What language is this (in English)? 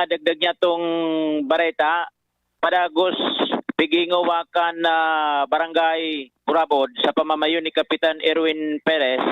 Bikol